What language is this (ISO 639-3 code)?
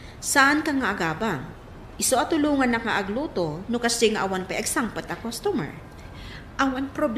ilo